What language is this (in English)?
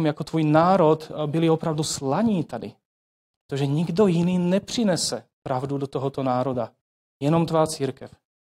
Czech